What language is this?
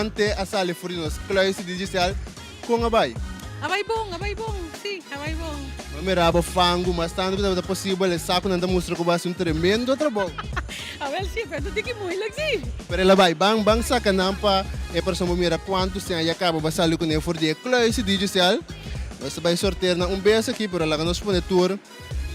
Papiamento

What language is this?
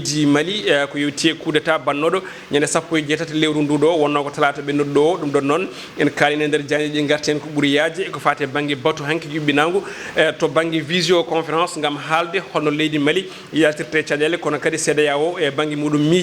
Fula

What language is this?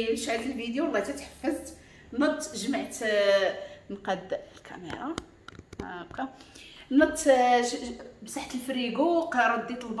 Moroccan Arabic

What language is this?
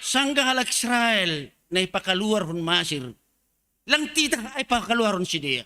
Batak Simalungun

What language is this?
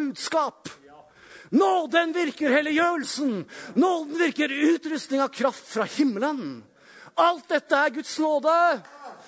Norwegian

